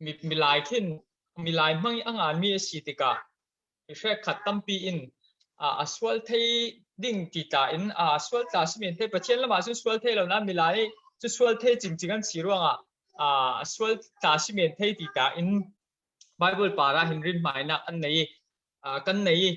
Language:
Falam Chin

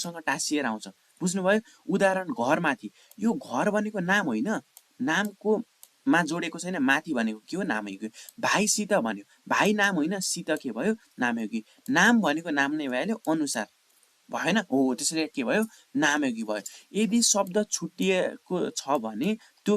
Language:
Nepali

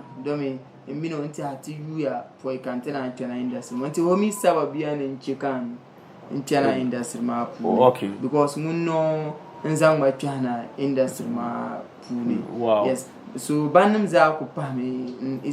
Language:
Dagbani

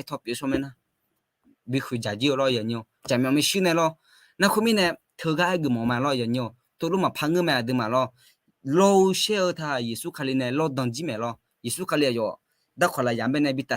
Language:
Akha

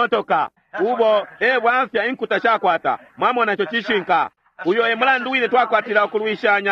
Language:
Bemba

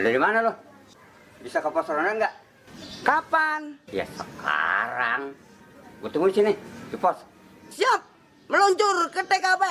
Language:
Betawi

